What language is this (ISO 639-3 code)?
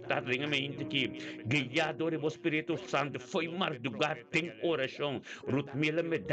pap